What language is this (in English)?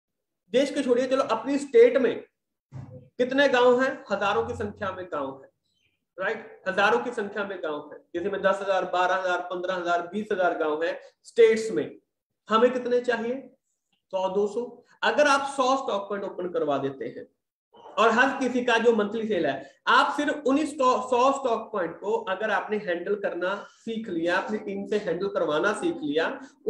Hindi